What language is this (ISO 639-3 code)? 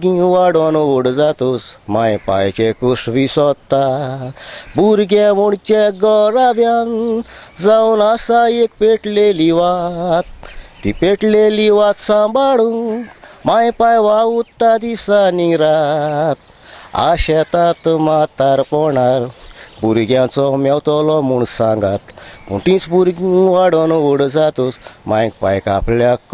kok